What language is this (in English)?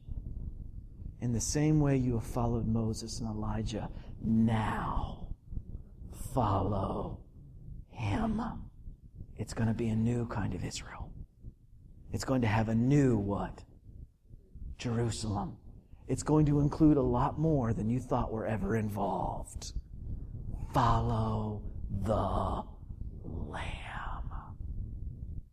English